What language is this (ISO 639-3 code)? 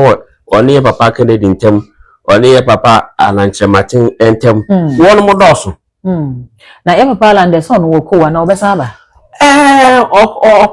aka